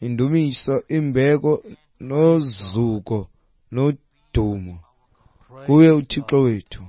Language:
Xhosa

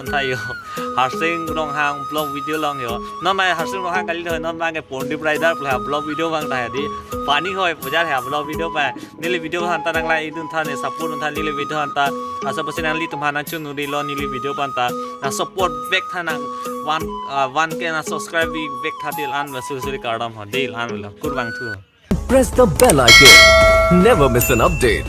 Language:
Karbi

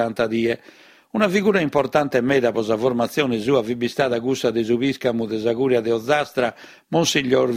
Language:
Sardinian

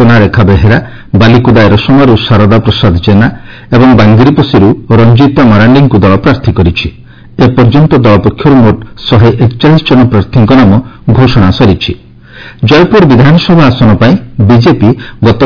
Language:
Odia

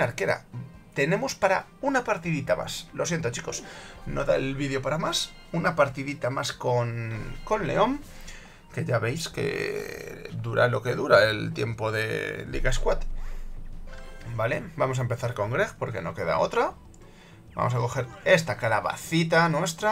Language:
Spanish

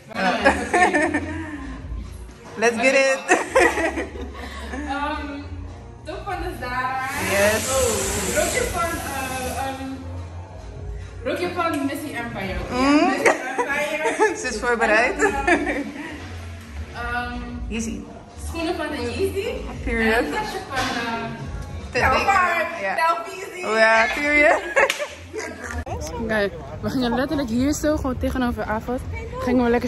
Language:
Dutch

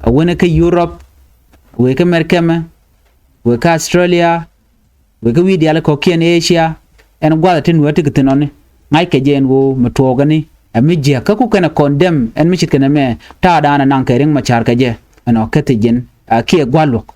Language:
Nuer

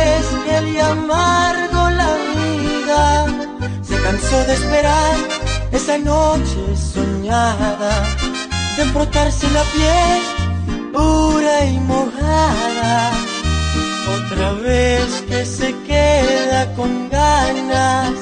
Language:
Spanish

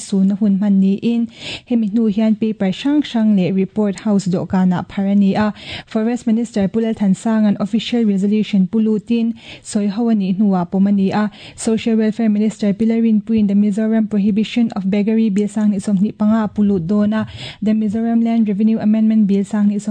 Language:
Mizo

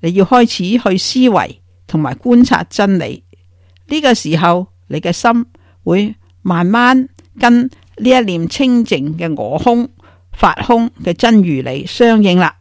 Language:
Cantonese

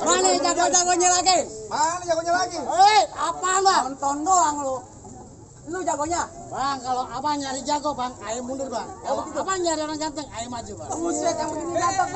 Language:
Betawi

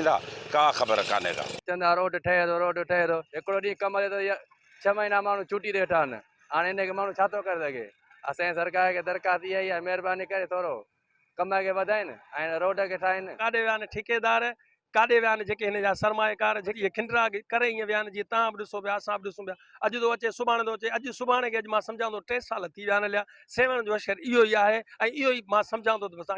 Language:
Sindhi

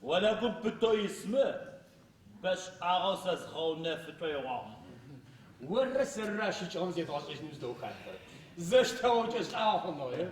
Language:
Adyghe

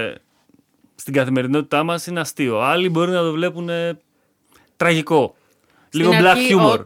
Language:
Greek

